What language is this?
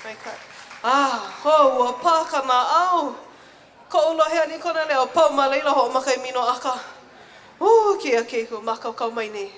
Hawaiian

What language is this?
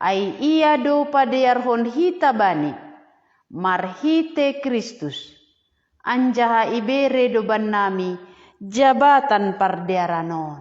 Batak Simalungun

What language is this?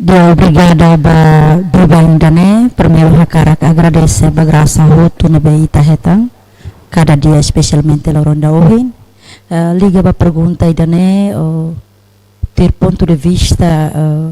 Tetum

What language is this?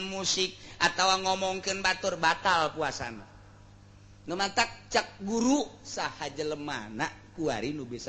Sundanese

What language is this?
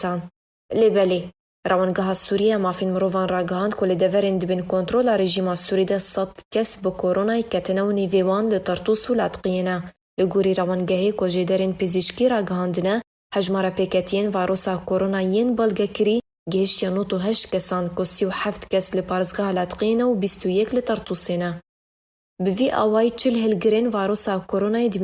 Kurdish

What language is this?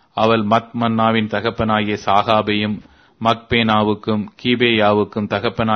Tamil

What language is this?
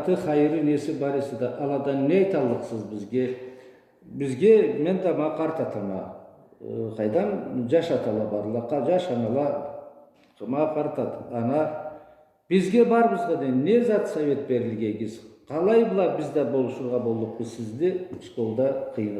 Karachay-Balkar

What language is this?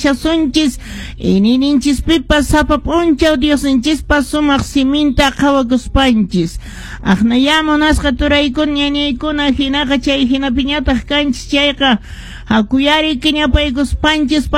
Quechua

